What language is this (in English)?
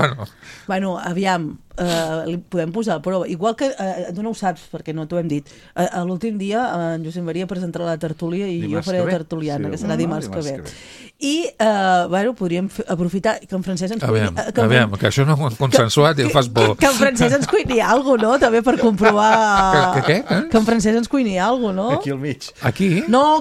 Catalan